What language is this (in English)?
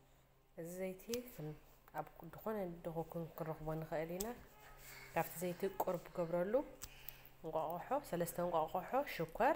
Tigrinya